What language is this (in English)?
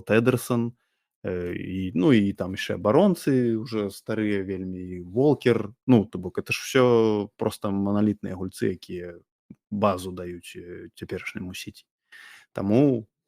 Belarusian